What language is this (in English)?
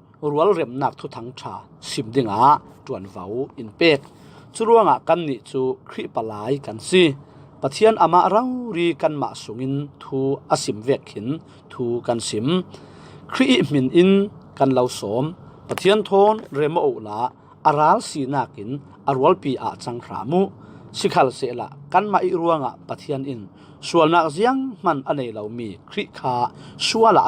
Falam Chin